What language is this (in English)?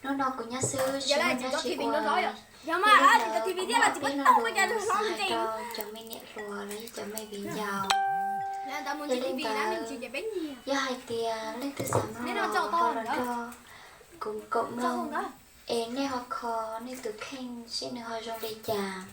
Hmong